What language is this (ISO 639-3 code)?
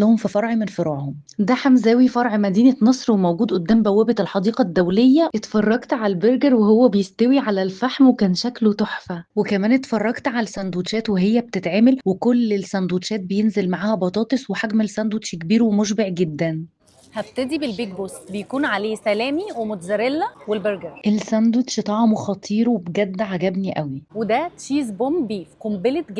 arz